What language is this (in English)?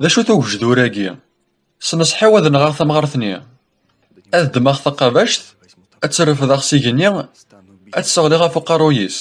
Kabyle